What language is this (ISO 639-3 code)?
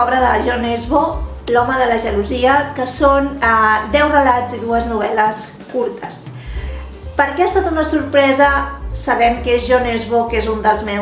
cat